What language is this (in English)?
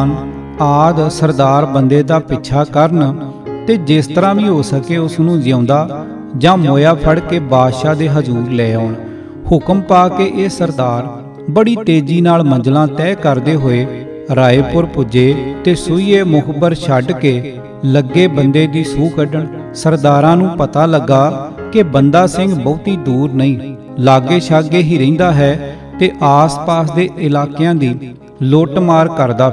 Punjabi